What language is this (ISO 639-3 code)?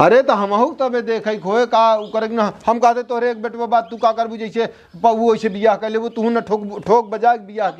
awa